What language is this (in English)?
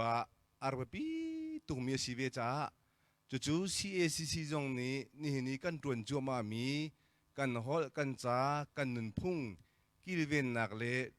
Hakha Chin